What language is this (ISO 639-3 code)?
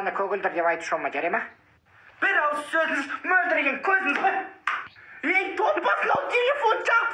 kaz